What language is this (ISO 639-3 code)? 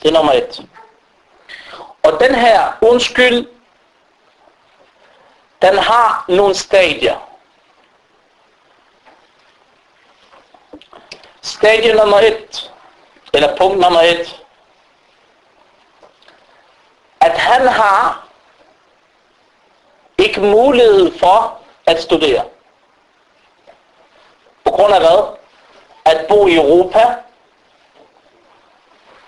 dan